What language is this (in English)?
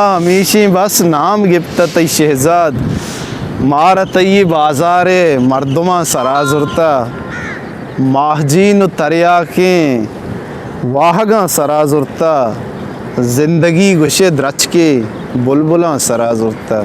Eastern Balochi